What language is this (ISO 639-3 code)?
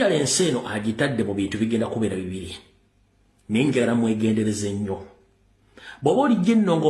lug